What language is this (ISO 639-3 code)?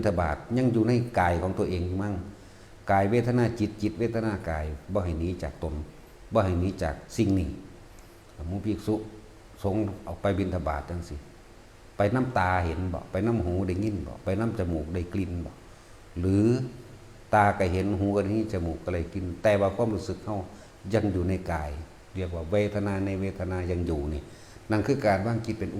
tts